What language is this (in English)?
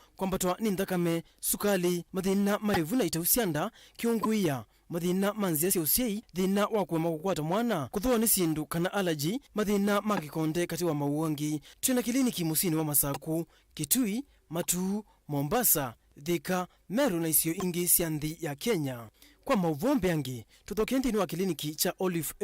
Kamba